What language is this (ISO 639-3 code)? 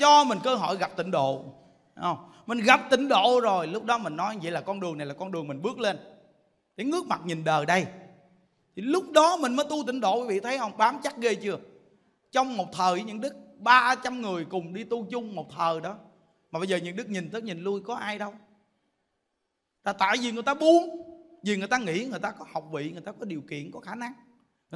vie